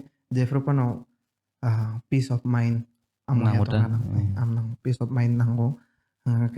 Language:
Kok Borok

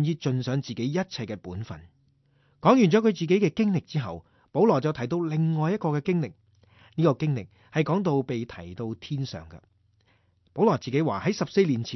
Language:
Cantonese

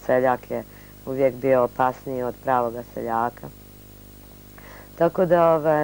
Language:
Bosnian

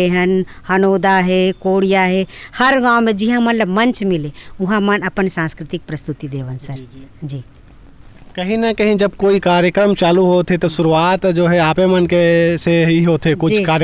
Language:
Chhattisgarhi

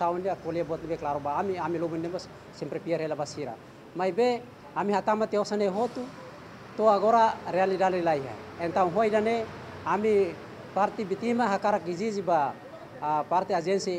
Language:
Tetum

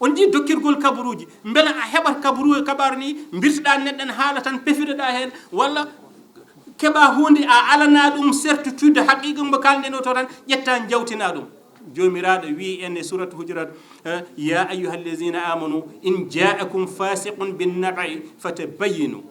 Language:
Fula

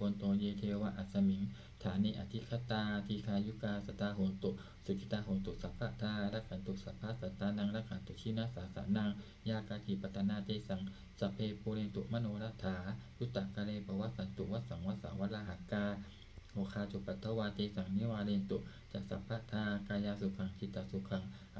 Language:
Pali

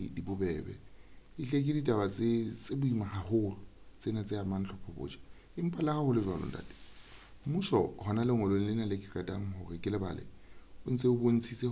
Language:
Southern Sotho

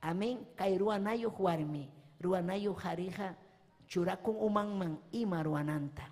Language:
Ayacucho Quechua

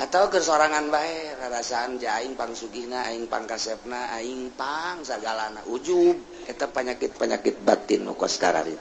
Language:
Sundanese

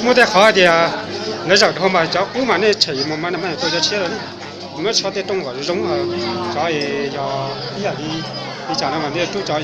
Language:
Hmong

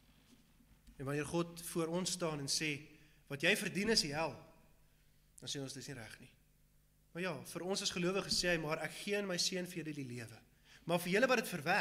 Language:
Afrikaans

